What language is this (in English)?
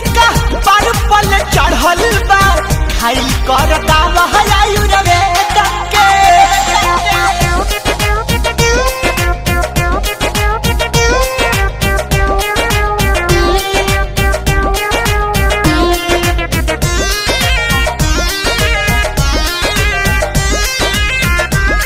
Bhojpuri